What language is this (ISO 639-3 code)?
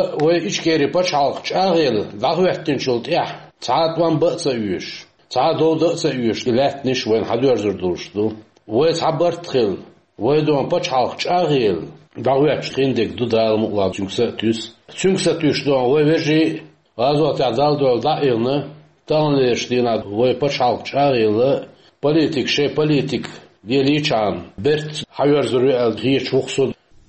che